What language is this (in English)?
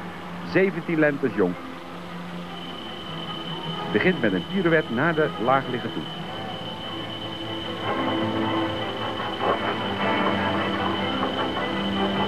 Dutch